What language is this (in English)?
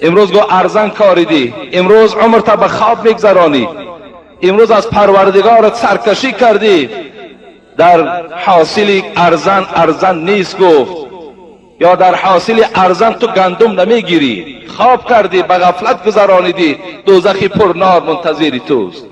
Tajik